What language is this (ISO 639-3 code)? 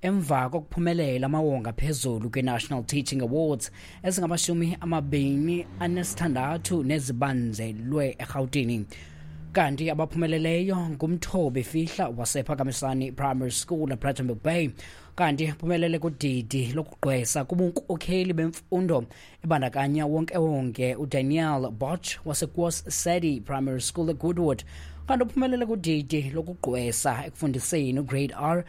xho